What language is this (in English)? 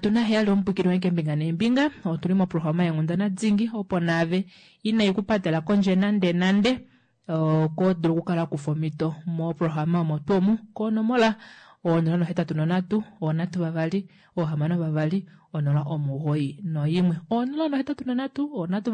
Kuanyama